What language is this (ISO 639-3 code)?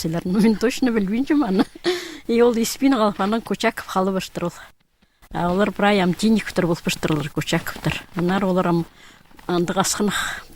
kjh